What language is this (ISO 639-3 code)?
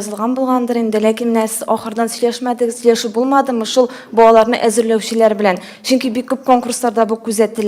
tat